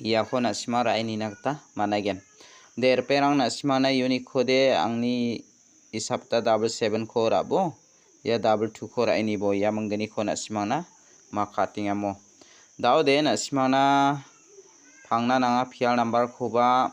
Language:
Garo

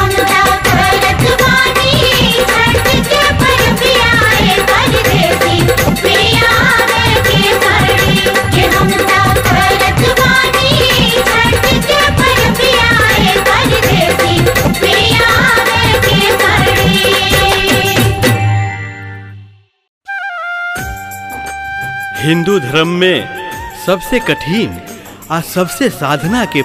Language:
Bhojpuri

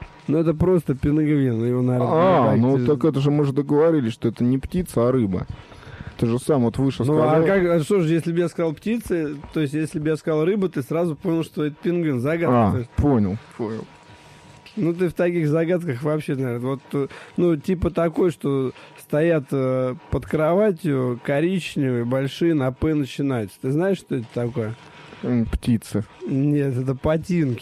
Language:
Russian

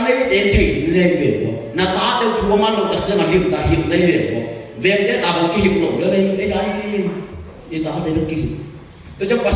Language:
Tedim Chin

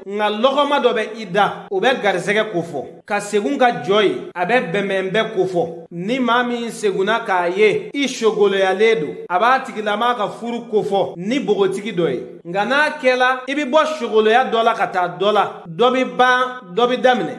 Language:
Bambara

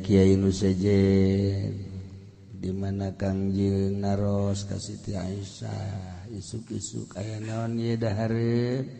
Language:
Sundanese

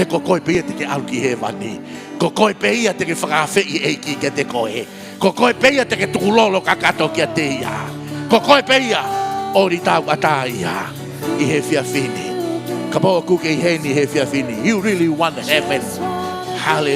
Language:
Tongan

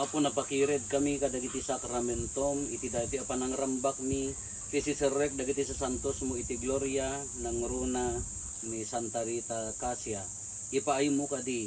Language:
Iloko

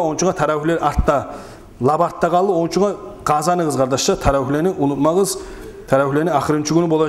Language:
Kumyk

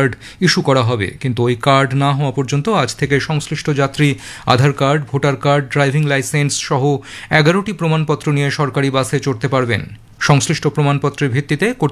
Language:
Bangla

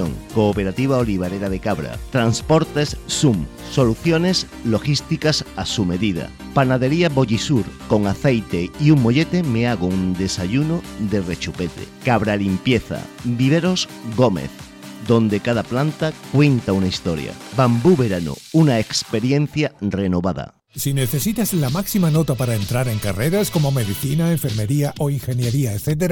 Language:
Spanish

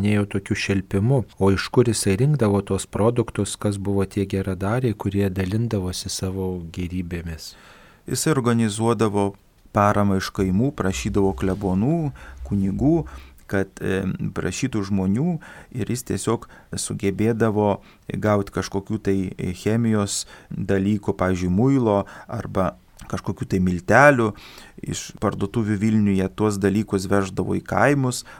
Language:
Lithuanian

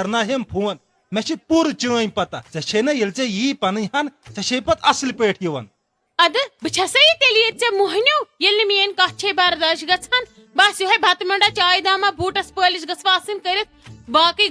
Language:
Kashmiri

